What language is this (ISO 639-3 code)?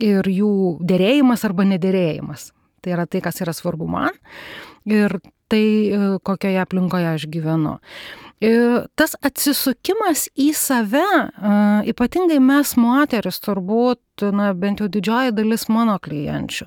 lit